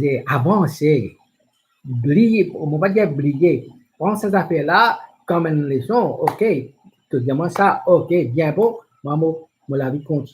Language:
Morisyen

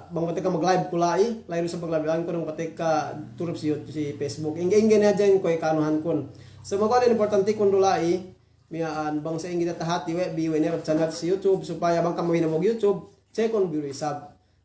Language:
Yakan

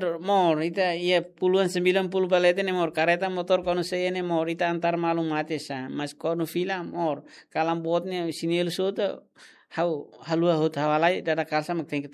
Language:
Tetum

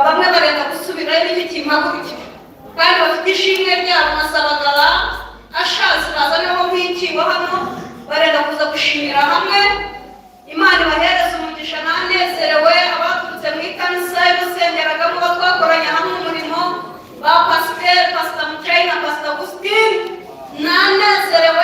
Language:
Nyankole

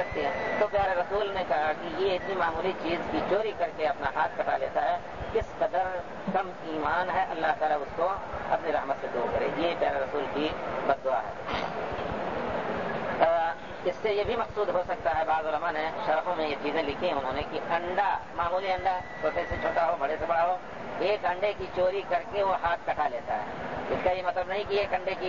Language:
Urdu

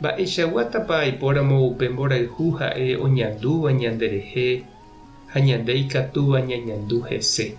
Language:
Guarani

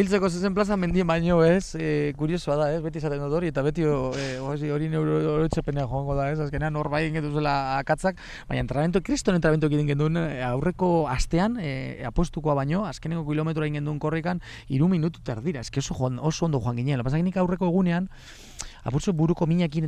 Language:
Basque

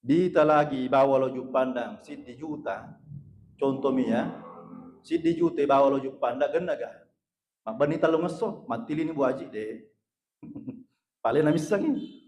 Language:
Buginese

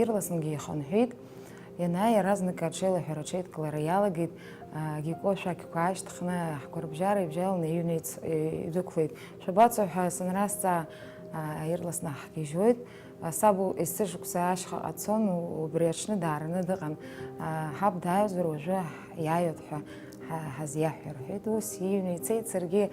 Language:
Abkhazian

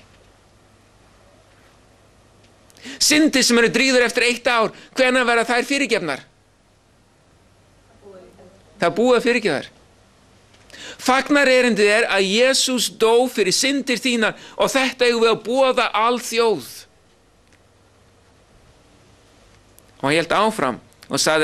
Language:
Icelandic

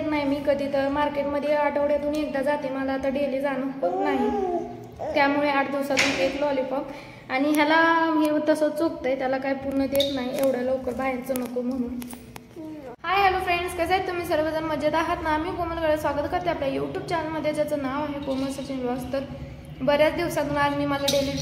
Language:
Marathi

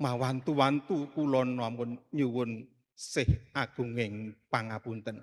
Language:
Javanese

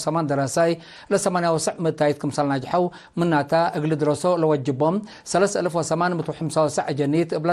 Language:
Tigre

